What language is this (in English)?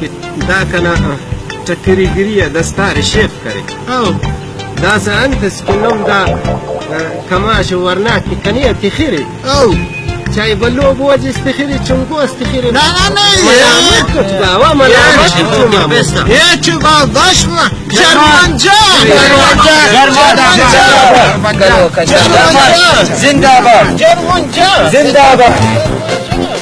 Brahui